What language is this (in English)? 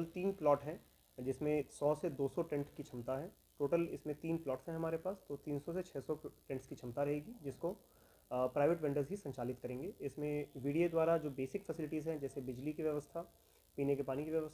Hindi